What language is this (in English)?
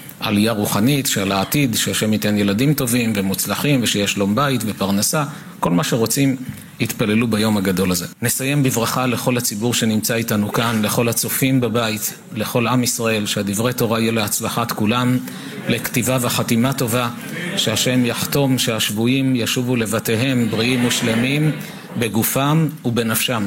Hebrew